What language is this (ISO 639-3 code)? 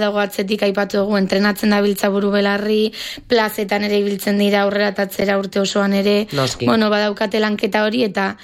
eus